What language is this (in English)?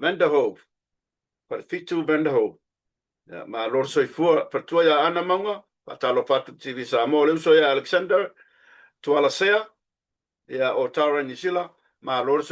Samoan